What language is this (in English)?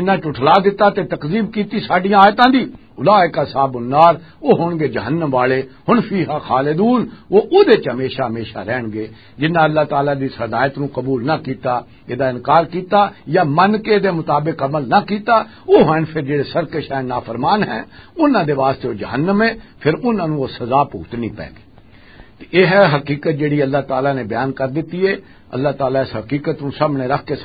Western Panjabi